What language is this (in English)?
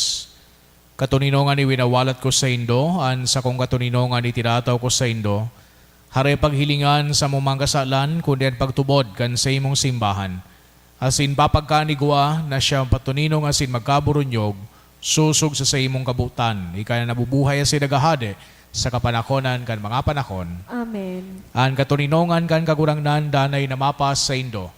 Bikol